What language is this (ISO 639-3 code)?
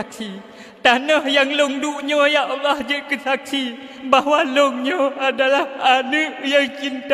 ace